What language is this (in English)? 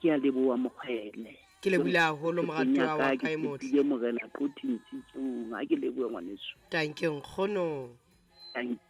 Southern Sotho